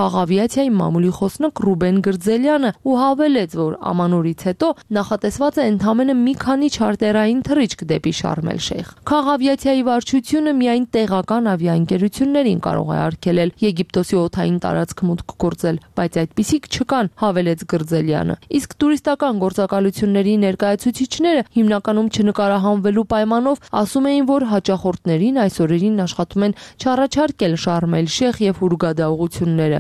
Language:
Armenian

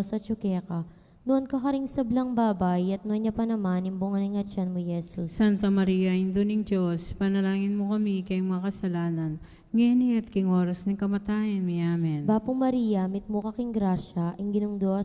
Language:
Pampanga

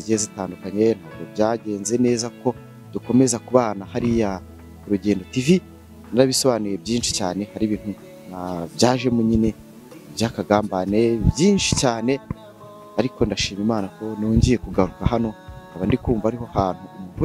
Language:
Kinyarwanda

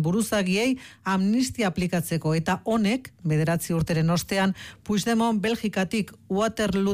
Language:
Basque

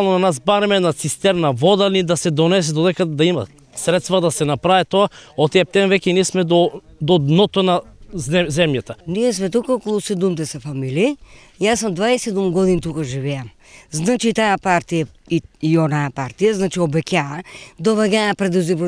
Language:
Macedonian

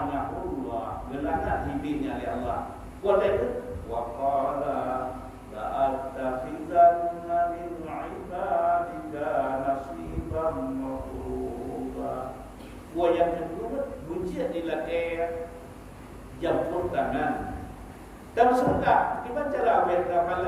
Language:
Achinese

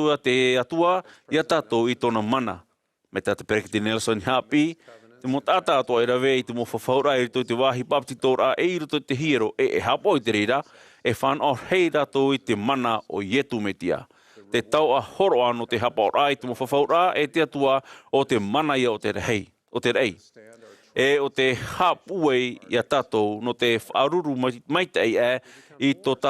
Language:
Tahitian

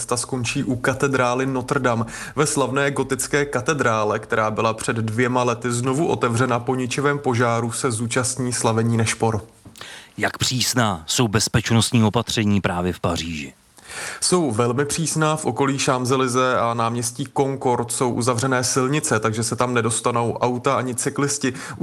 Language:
Czech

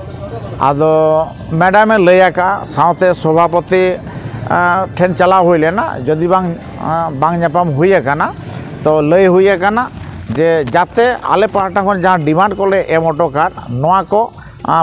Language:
Santali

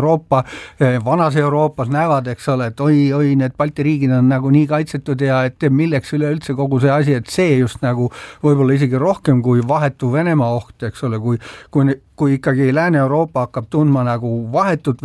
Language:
Estonian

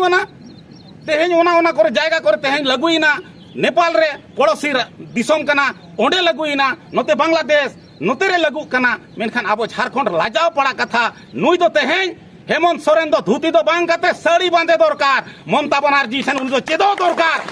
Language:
Santali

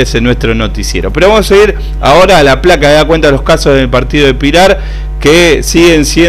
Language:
Spanish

